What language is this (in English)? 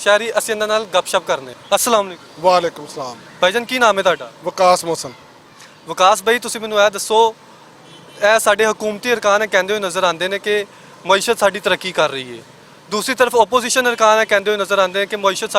Western Panjabi